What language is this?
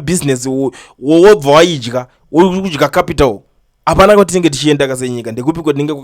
Shona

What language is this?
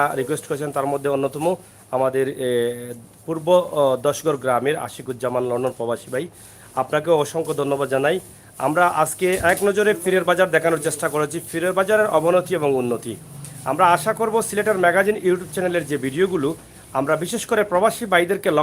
Sylheti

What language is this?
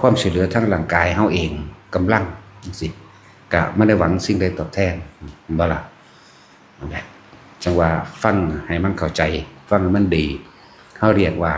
Northeastern Thai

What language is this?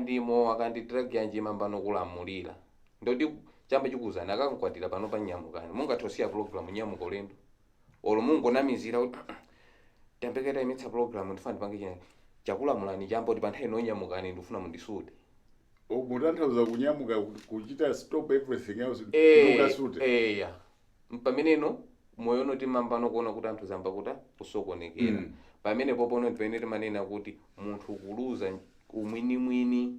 Nyanja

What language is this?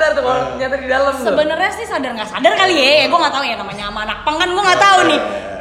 Indonesian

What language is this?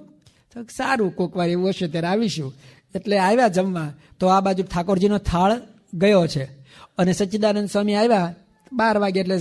Gujarati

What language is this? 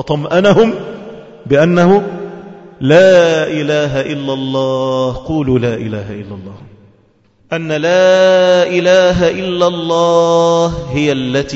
Arabic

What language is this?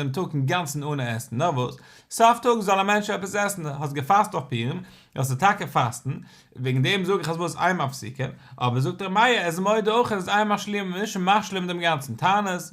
Yiddish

